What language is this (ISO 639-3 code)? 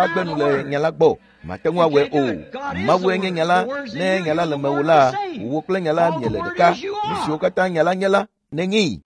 ewe